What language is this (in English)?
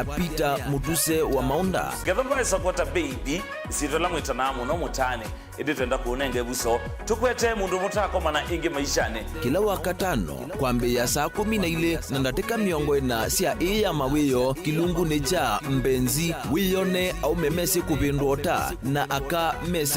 Kamba